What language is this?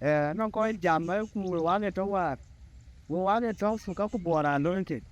Dinka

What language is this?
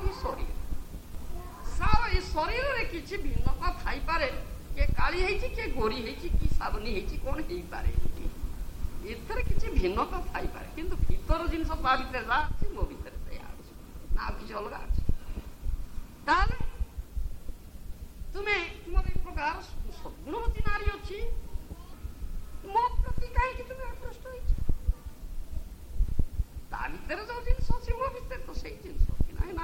Odia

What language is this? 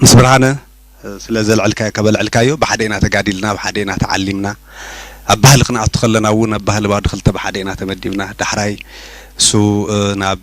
Tigrinya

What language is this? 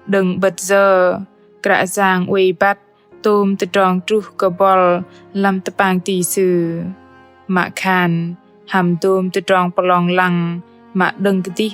Bahnar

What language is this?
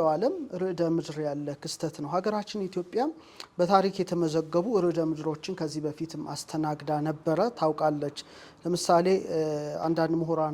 Amharic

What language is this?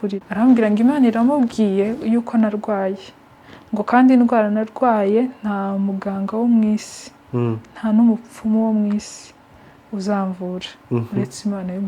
Kinyarwanda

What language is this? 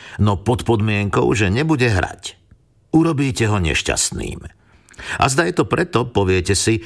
Slovak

